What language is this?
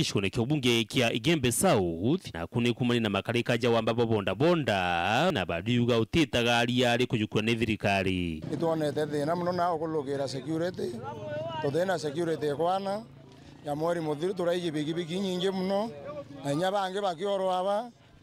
Meru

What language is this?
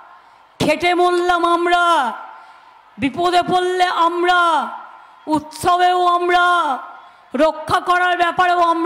Bangla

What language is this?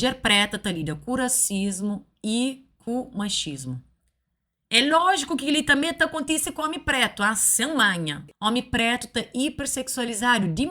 Kabuverdianu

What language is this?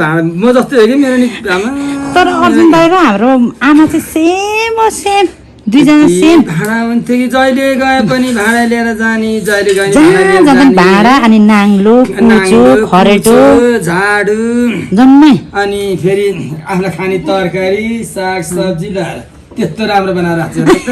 Nepali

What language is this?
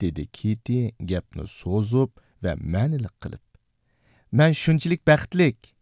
Uyghur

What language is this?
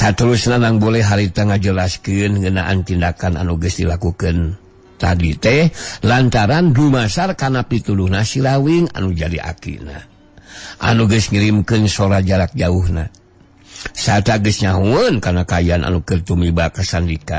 Sundanese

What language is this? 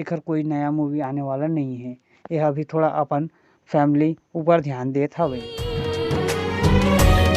Chhattisgarhi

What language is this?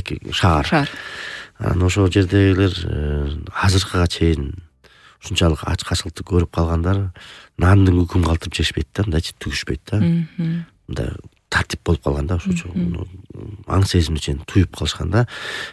Kyrgyz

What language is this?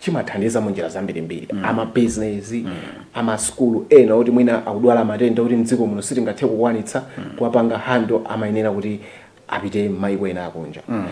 Nyanja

